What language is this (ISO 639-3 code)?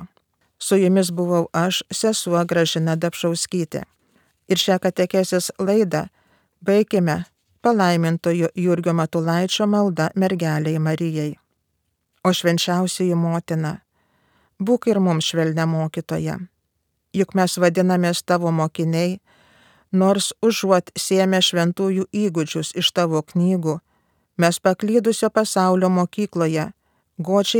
lit